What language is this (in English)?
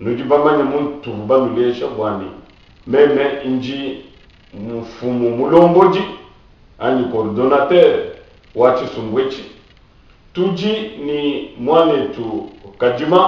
Luba-Lulua